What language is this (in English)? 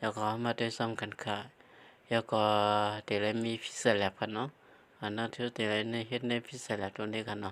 Shan